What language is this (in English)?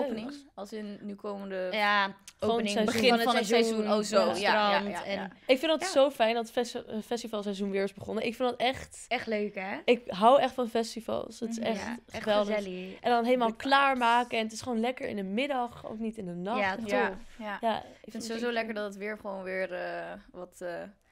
Dutch